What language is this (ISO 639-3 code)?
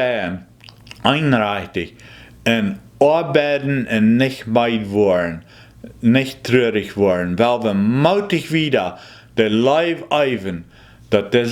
pdt